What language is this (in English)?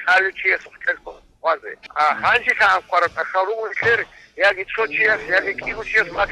Avaric